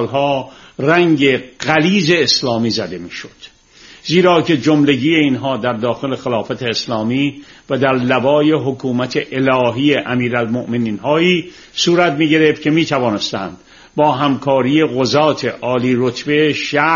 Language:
Persian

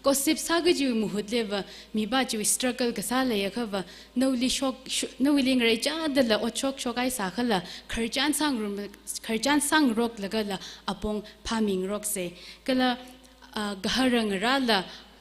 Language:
Tangkhul Naga (India)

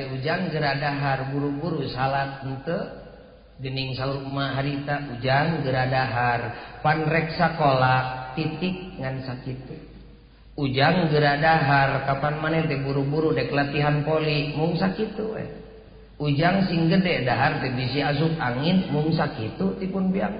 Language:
Sundanese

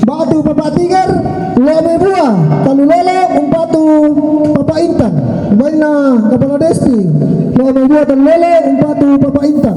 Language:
Toraja-Sa'dan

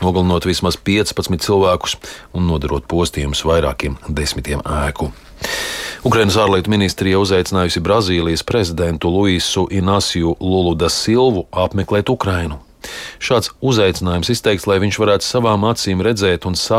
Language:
Latvian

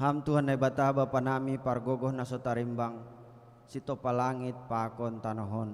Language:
Batak Simalungun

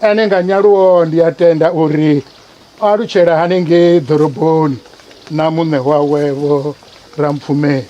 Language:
Venda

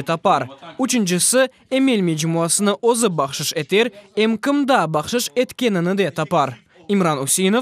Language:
Crimean Tatar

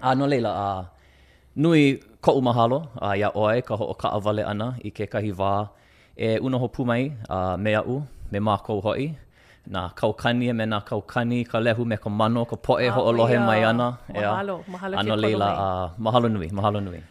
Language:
Hawaiian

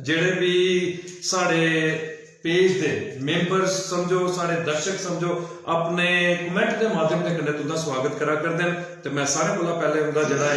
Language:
Dogri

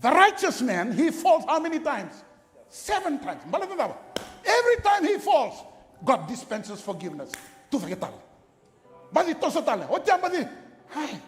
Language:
Fijian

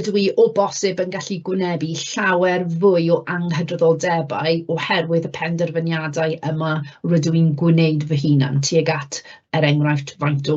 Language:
Welsh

